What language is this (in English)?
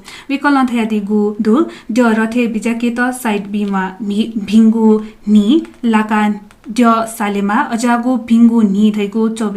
Newari